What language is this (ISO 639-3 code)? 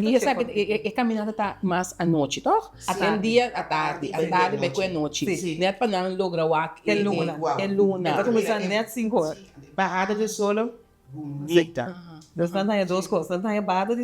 pap